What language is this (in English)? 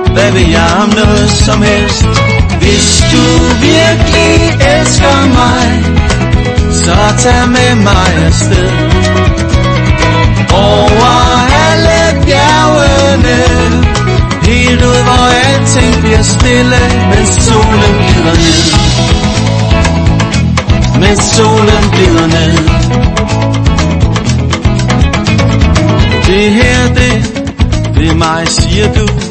Danish